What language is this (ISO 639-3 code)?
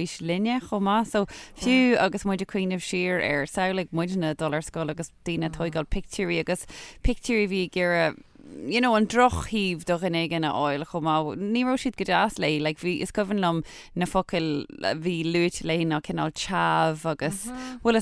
gle